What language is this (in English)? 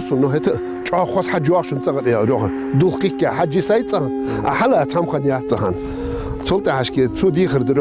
Ingush